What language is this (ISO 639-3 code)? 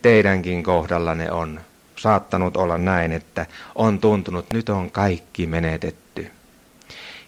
fin